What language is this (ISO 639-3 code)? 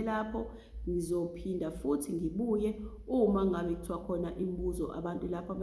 zul